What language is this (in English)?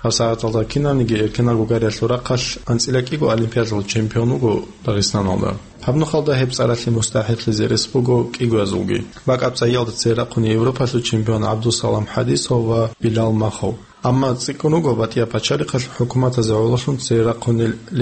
Avaric